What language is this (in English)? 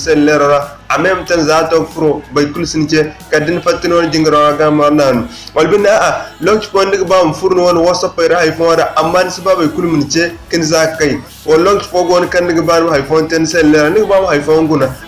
Zarma